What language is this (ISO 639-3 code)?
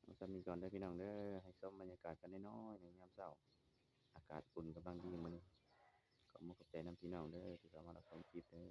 tts